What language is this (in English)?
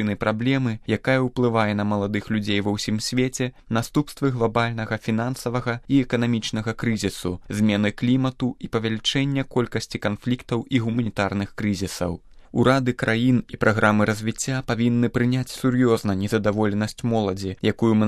Belarusian